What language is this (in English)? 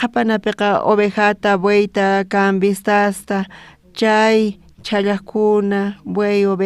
South Bolivian Quechua